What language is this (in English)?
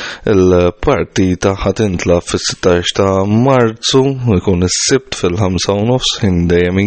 Maltese